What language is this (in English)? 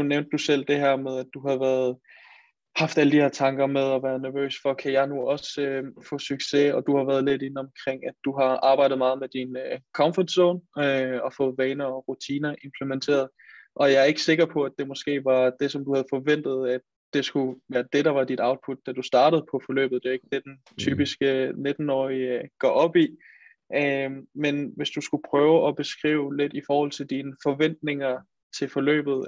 Danish